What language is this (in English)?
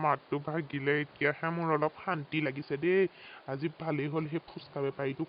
Assamese